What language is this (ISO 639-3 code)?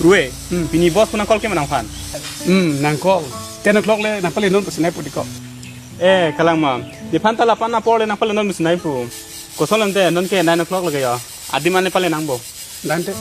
mjw